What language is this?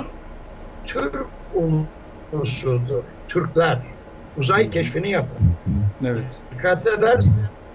Turkish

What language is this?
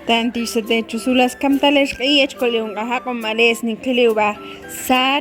Ixil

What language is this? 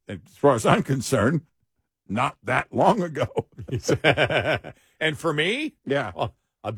English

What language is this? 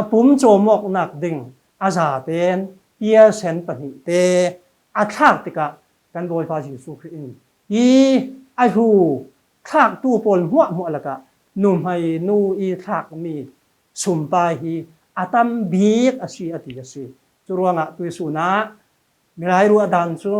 Falam Chin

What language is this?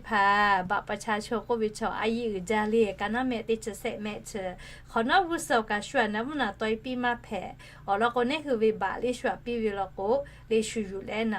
Lahu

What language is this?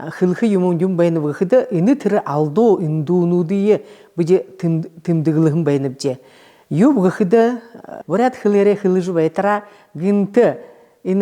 Buriat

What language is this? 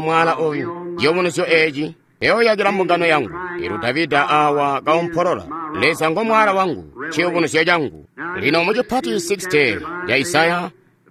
Tonga (Zambia)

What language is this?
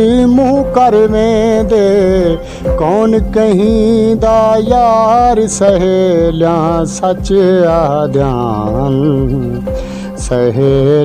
Saraiki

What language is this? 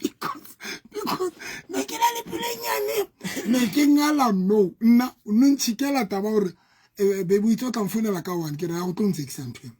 Southern Sotho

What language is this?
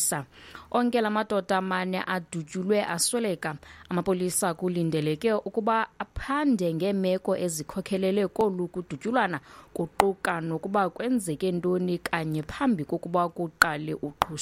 Xhosa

